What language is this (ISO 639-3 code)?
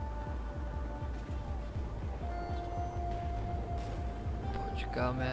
slk